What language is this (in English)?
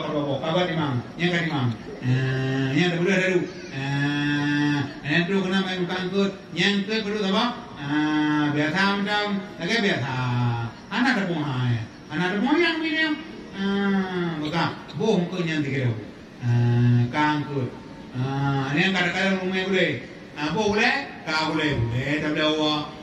Achinese